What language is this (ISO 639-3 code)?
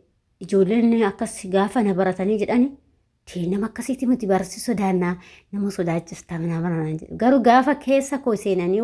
orm